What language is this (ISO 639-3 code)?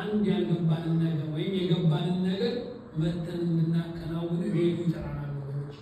amh